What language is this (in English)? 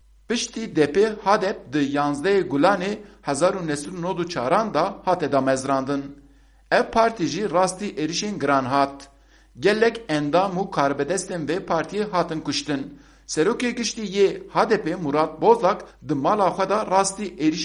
Kurdish